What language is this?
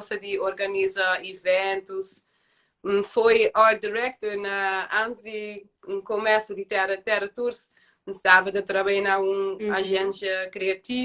Kabuverdianu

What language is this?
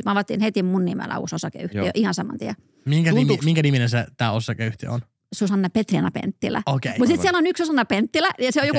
Finnish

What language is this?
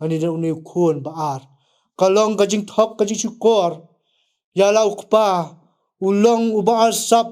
Khasi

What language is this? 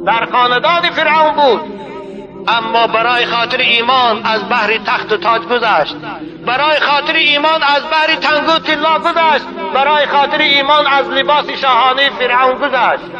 Tajik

